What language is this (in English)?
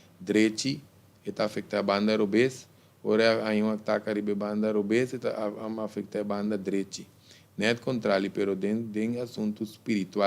Papiamento